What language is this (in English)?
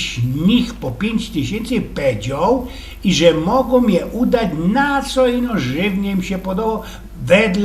Silesian